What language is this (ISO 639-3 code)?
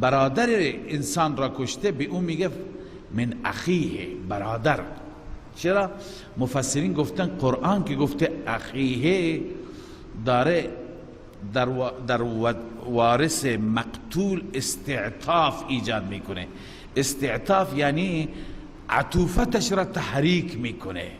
fas